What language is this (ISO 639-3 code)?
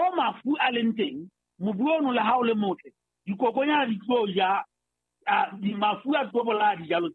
sot